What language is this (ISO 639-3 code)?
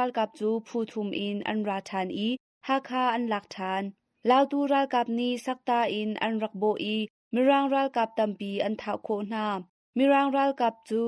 cnh